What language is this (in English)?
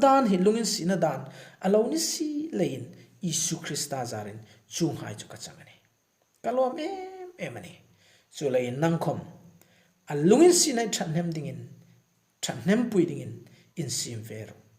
Hmar